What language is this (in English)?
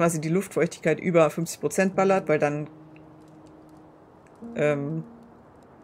German